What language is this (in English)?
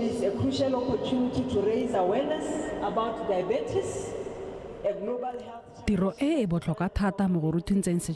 Tswana